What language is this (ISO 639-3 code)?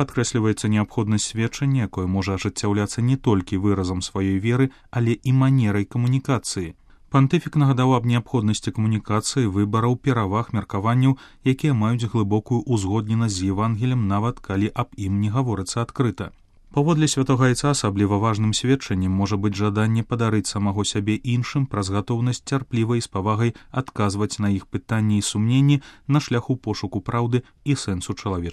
bel